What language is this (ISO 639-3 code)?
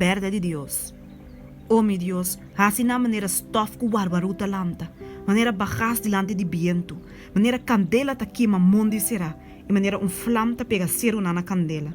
pap